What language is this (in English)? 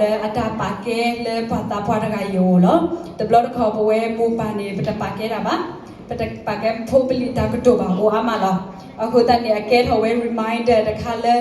S'gaw Karen